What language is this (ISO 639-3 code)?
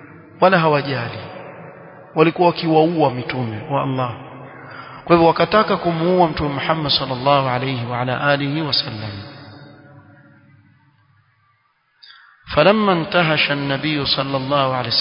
swa